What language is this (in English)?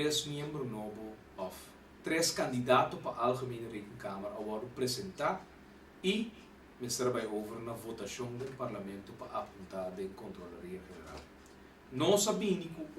Papiamento